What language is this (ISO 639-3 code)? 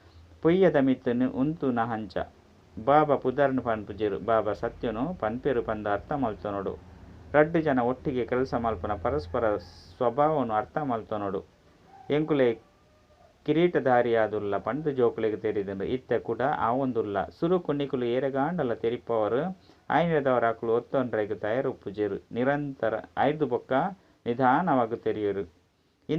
tcy